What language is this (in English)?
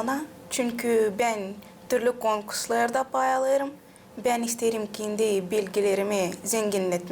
Gagauz